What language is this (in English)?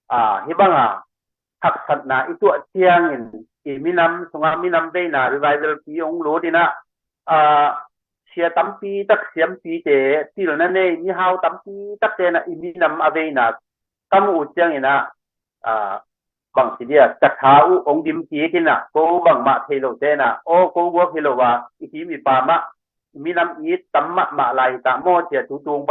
Tedim Chin